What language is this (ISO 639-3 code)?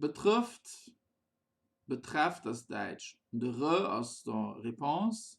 ltz